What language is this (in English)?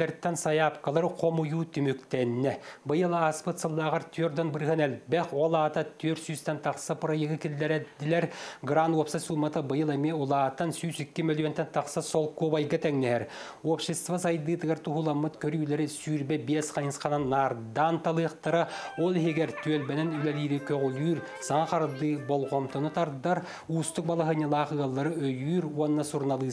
Yakut